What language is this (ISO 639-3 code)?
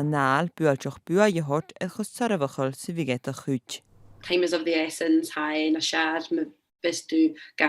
gla